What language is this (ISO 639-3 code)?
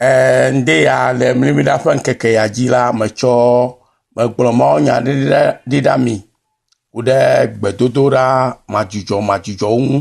ewe